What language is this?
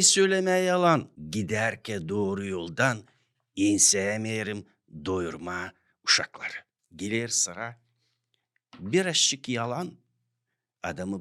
Gagauz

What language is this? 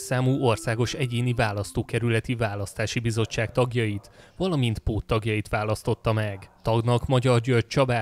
Hungarian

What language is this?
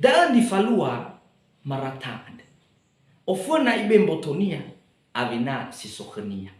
Nias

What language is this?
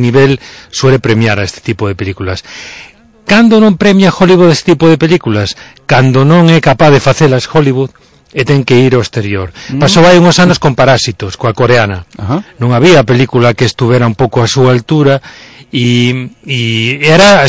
Galician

